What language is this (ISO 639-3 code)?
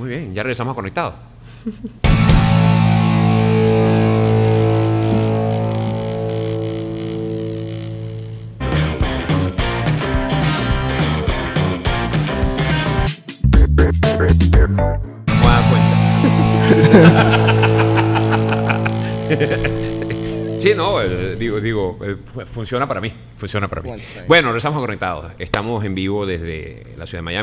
spa